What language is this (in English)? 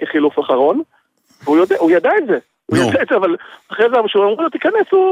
Hebrew